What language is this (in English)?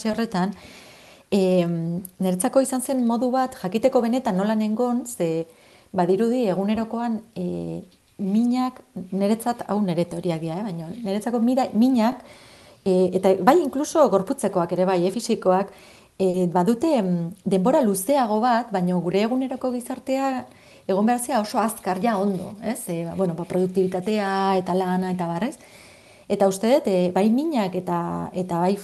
Basque